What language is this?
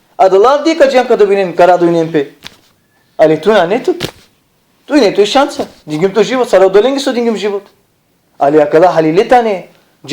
Balkan Romani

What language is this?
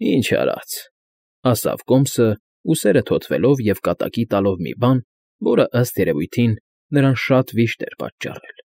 Armenian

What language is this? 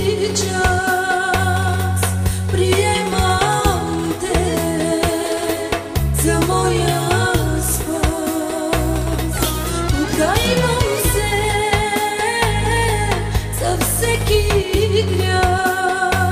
Bulgarian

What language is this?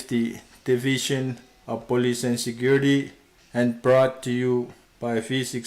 Pohnpeian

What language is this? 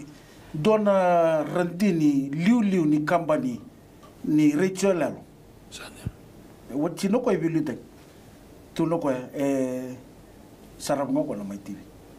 Fijian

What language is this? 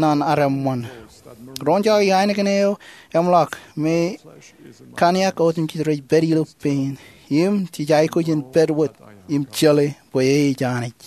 Marshallese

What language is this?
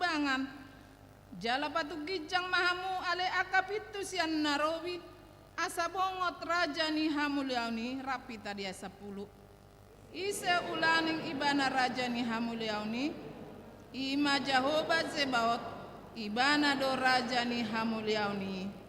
Batak Toba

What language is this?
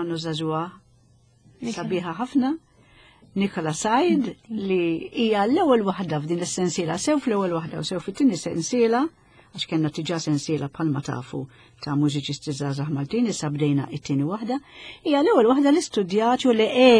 Maltese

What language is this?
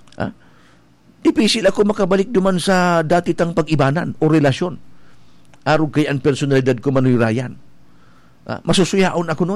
Bikol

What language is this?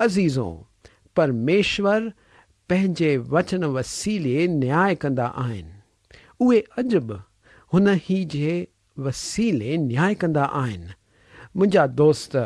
Sindhi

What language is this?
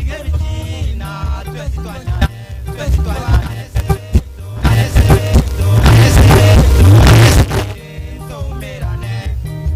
Gusii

